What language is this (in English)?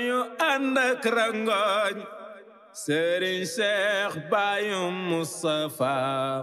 Wolof